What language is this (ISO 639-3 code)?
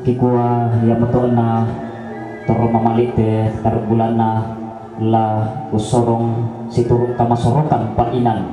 sda